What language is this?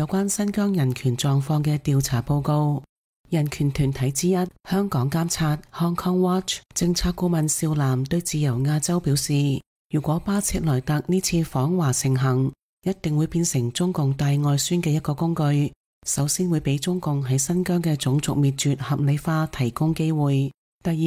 Cantonese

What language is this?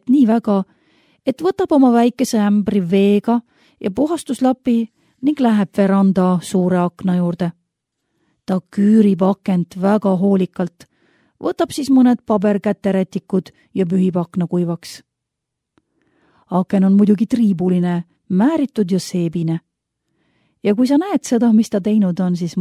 Estonian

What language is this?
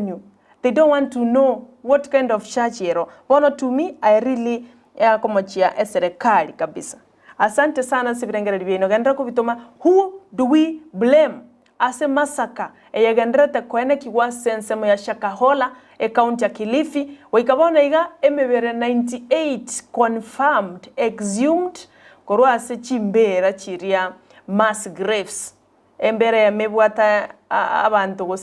Gusii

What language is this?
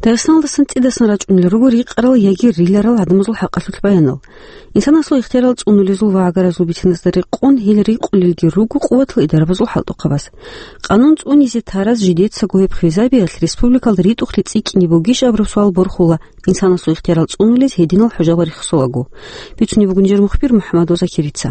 Avaric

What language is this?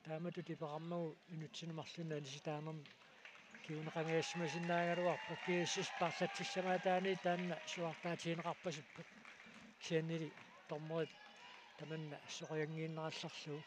Kalaallisut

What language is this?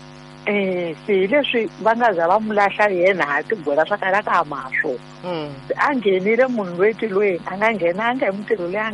Tsonga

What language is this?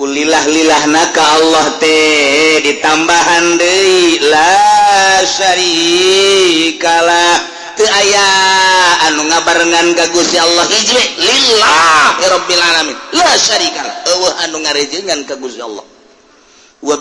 Sundanese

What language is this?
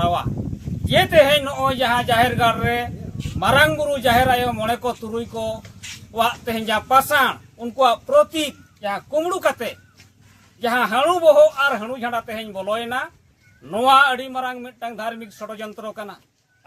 Santali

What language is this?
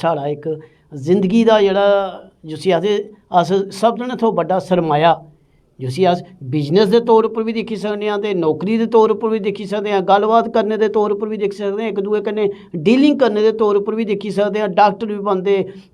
Dogri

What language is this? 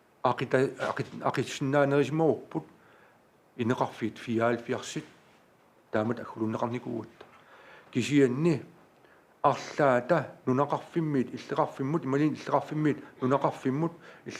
Kalaallisut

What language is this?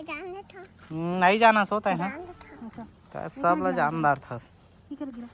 Chhattisgarhi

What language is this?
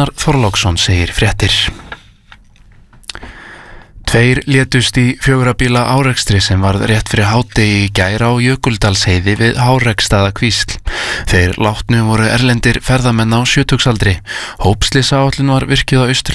Icelandic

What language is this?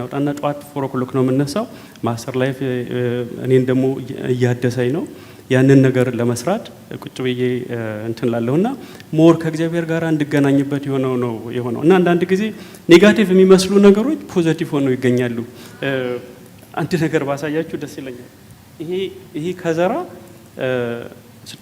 Amharic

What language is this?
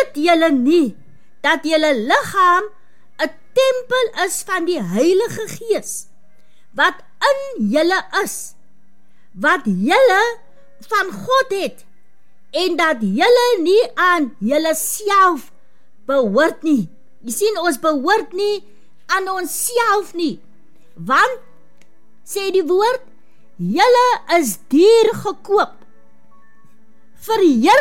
Afrikaans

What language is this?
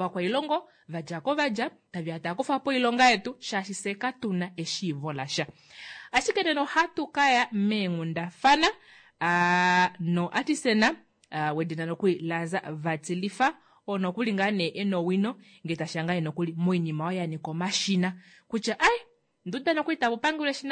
Kuanyama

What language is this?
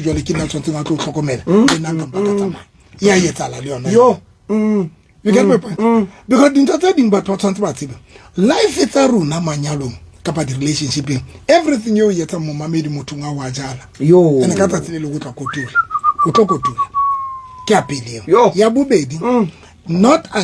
Southern Sotho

